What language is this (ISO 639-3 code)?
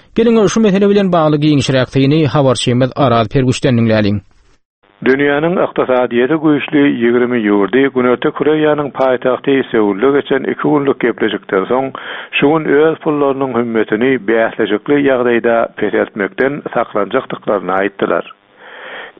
tuk